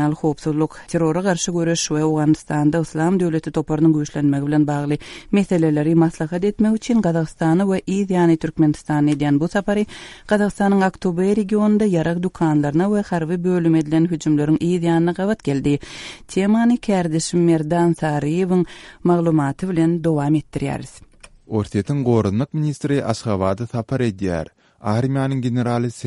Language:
Turkmen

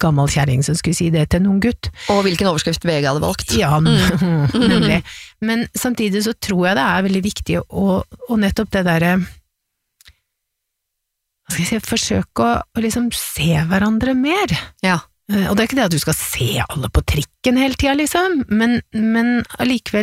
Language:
Norwegian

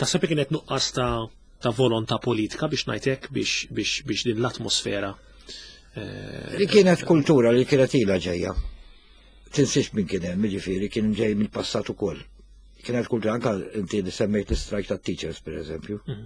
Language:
Maltese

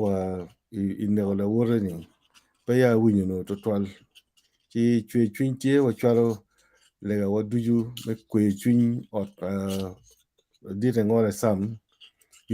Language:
Acoli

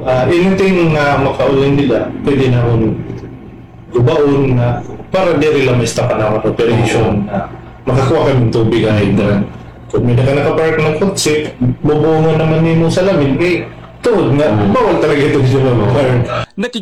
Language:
Waray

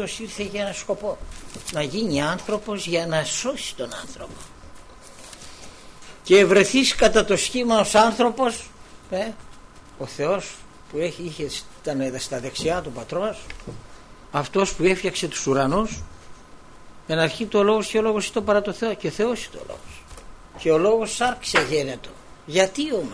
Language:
Greek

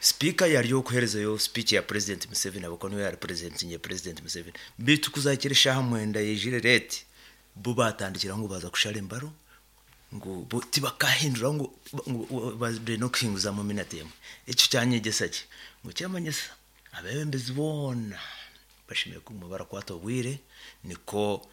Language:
Nyoro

